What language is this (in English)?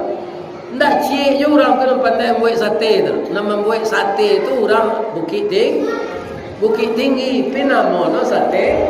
Minangkabau